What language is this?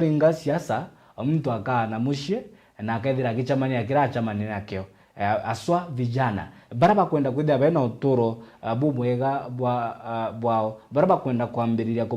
Meru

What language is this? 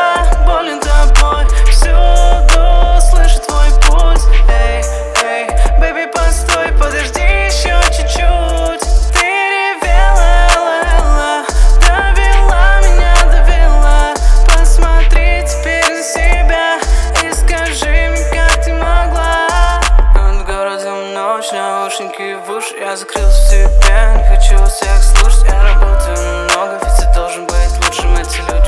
Russian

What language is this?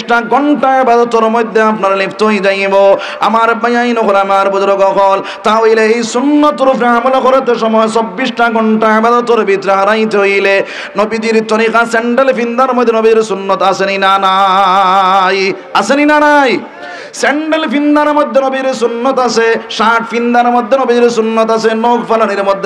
Sylheti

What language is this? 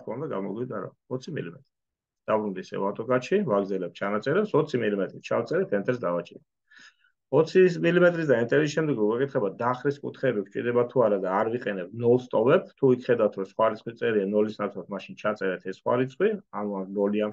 Georgian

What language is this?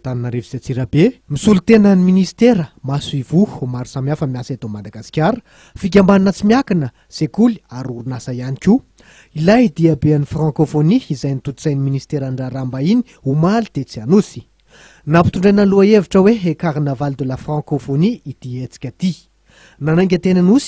Malagasy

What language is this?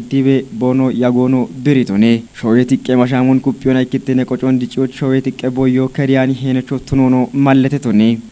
Kafa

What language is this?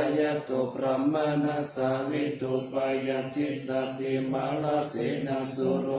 Pali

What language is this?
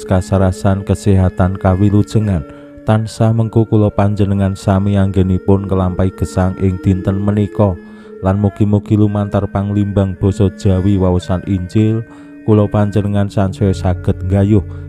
Javanese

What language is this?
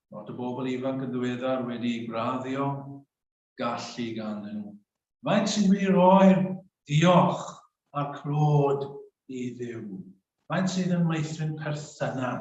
Welsh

